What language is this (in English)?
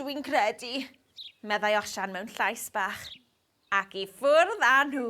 Welsh